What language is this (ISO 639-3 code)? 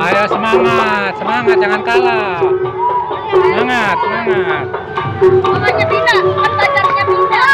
bew